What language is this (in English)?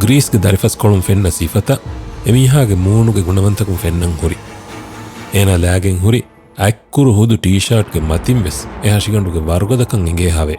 Divehi